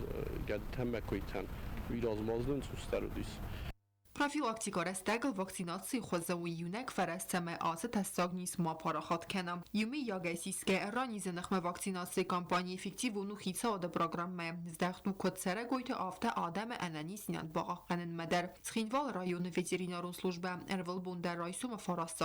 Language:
Ossetic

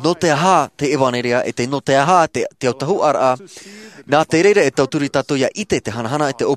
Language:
Tahitian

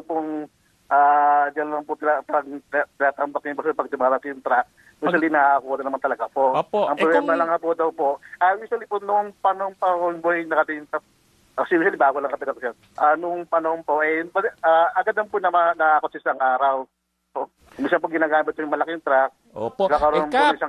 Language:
Filipino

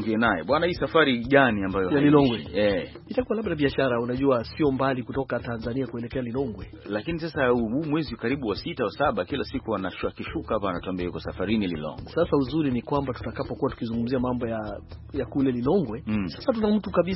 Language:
Swahili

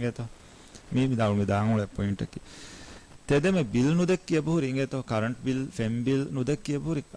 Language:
Divehi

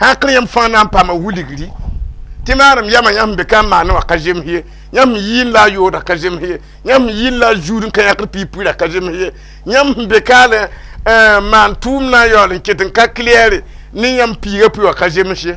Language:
Mossi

